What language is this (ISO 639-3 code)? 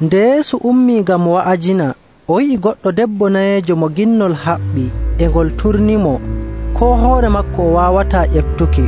fuv